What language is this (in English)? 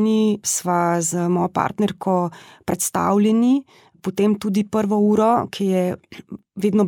Slovenian